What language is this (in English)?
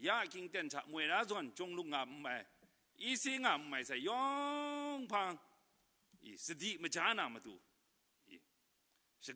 Kachin